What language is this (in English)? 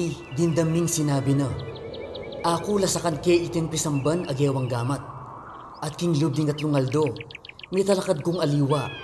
Pampanga